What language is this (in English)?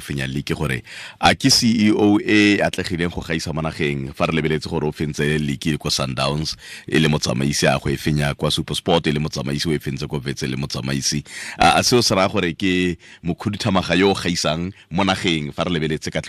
Tswana